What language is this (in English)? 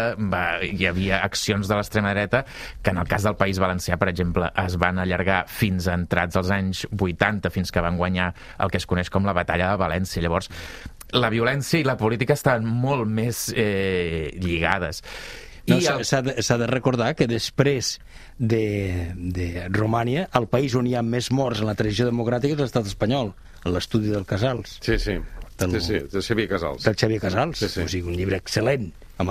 Catalan